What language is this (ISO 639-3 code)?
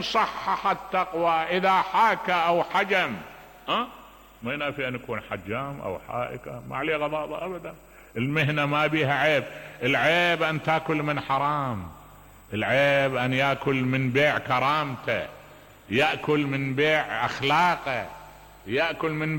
acm